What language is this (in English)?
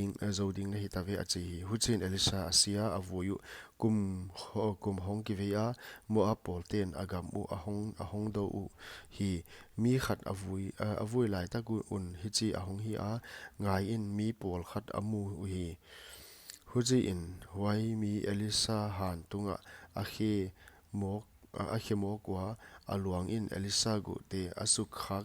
Paite Chin